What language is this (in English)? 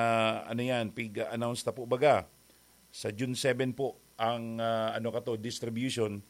Bikol